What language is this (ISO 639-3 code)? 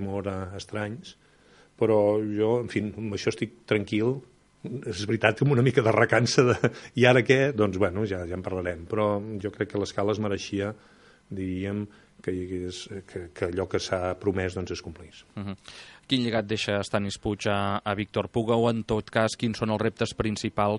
cat